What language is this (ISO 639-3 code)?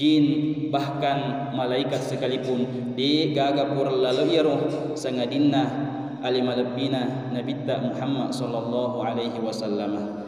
bug